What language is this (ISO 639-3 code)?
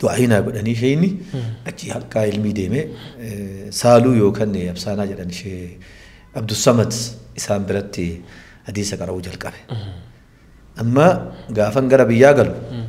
orm